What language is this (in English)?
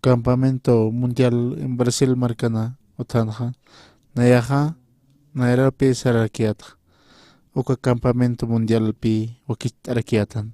Aymara